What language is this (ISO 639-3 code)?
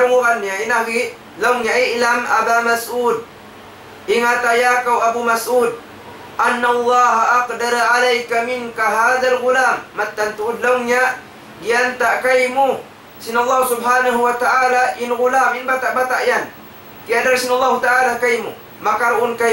tsg